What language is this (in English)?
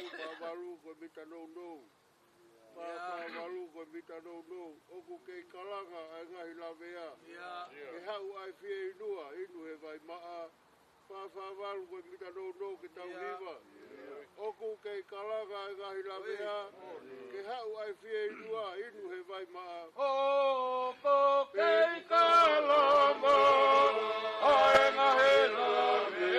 Tongan